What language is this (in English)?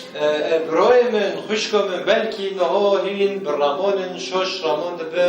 Kurdish